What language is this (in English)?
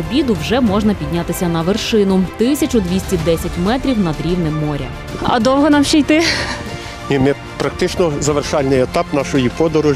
Ukrainian